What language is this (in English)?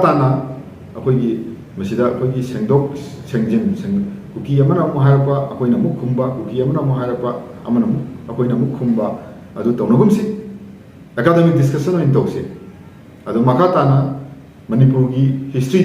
Manipuri